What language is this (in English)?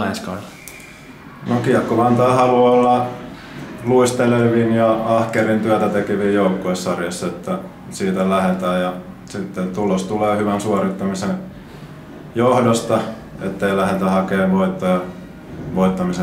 Finnish